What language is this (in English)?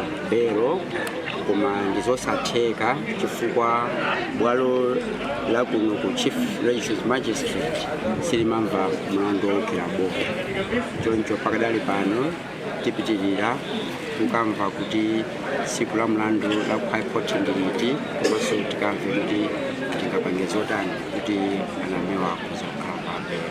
Nyanja